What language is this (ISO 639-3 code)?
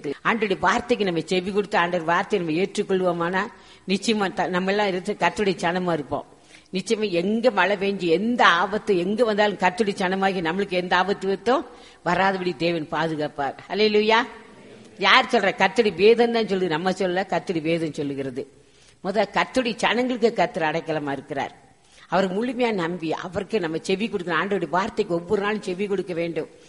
tam